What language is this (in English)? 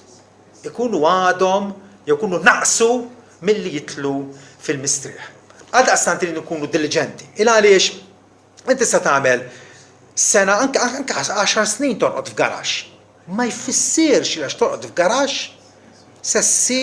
Maltese